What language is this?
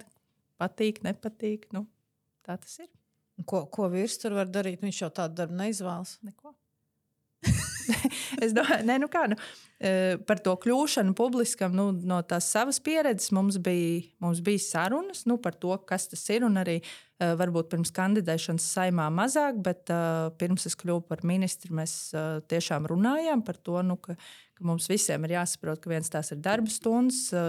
Latvian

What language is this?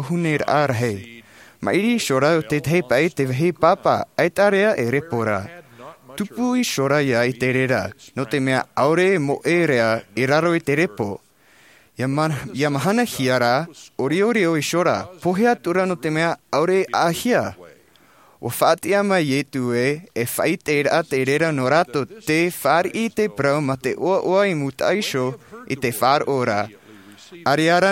Tahitian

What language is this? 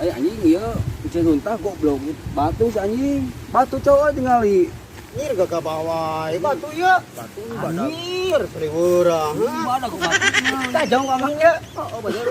Sundanese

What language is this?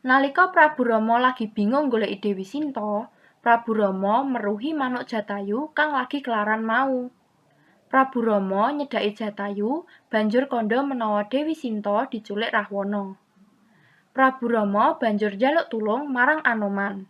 Javanese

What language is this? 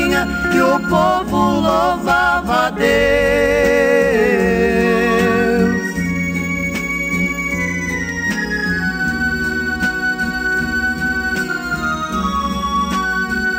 Portuguese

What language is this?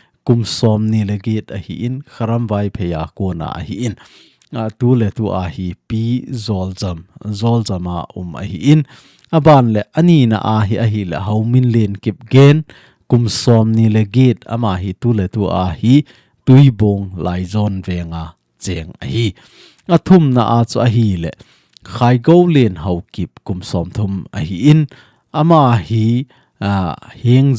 Thado Chin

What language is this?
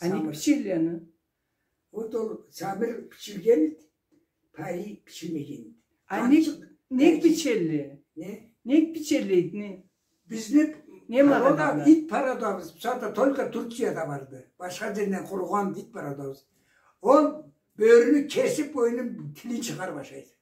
Karachay-Balkar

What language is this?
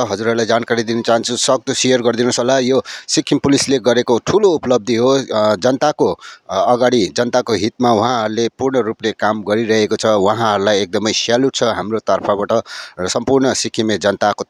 Nepali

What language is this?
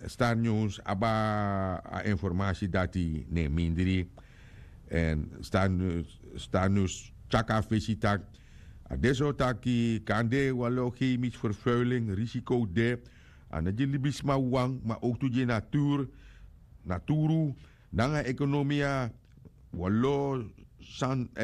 Sranan Tongo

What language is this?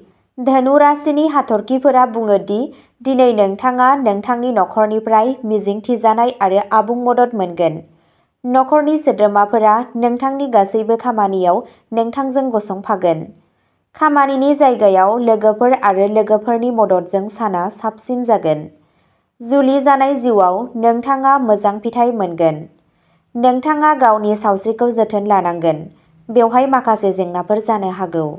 Bodo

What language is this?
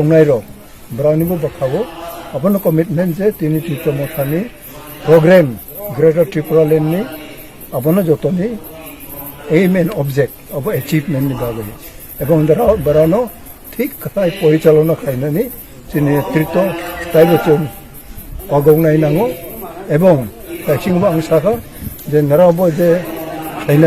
Kok Borok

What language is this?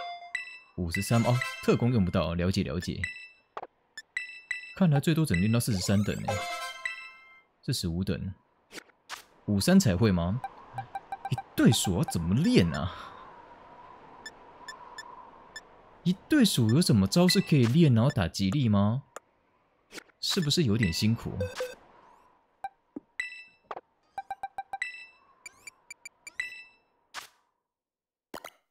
Chinese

